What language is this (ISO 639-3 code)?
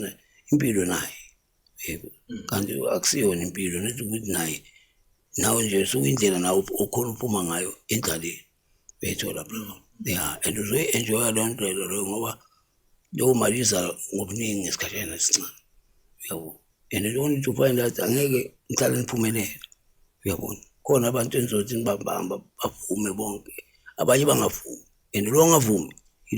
zul